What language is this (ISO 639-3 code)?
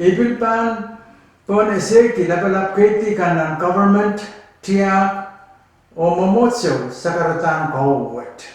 pon